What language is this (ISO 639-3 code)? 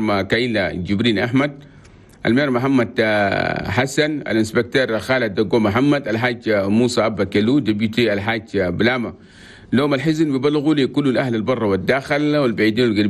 shu